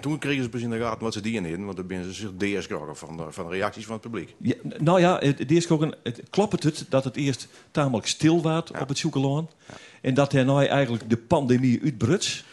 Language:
Western Frisian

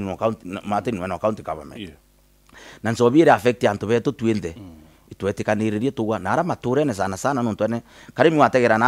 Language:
Meru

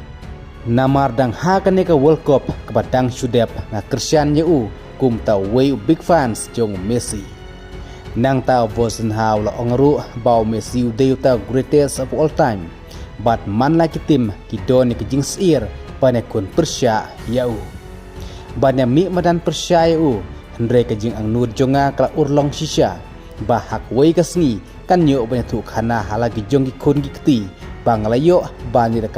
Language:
Khasi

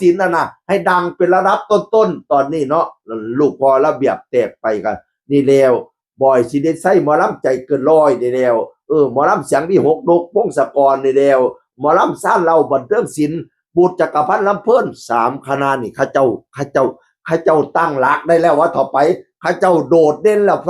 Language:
Northeastern Thai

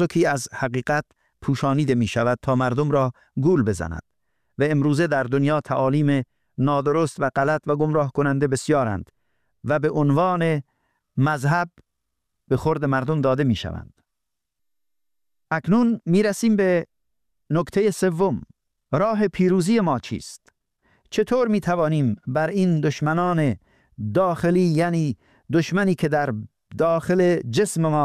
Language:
Persian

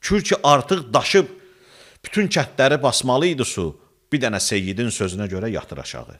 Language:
Azerbaijani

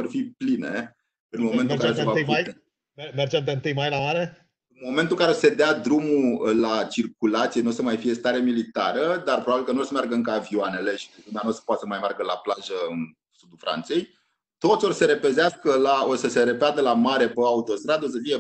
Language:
Romanian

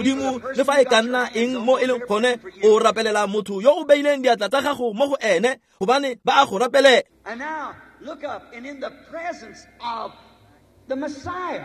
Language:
Tswana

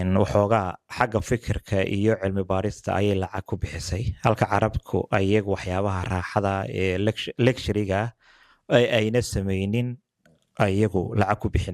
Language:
Somali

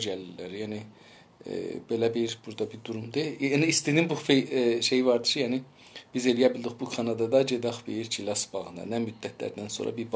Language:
South Azerbaijani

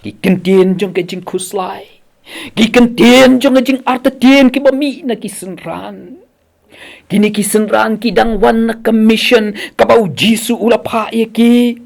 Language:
Khasi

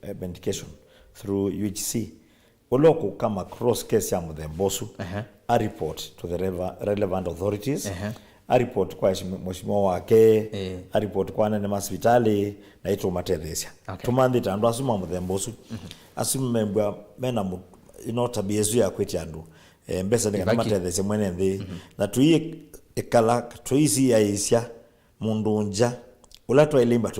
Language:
Kamba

